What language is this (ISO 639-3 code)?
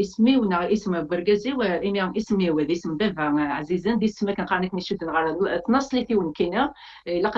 kab